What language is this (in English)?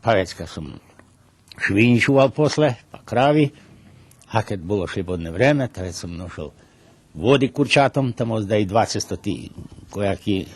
Rusyn